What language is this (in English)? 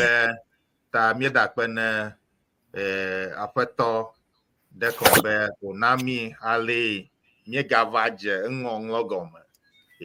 Ewe